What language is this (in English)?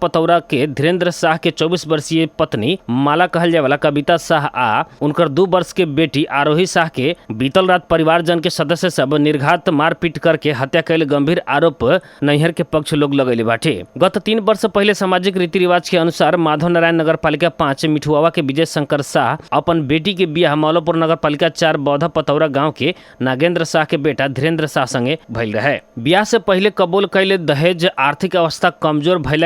Bhojpuri